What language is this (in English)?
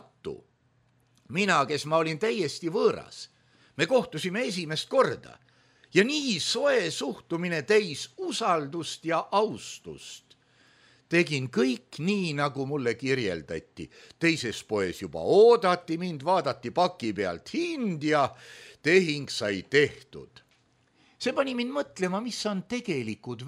Estonian